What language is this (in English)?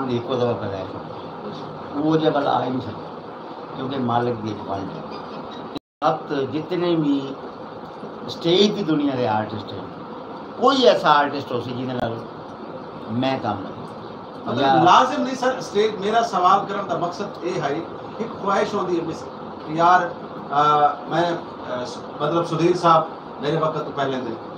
Saraiki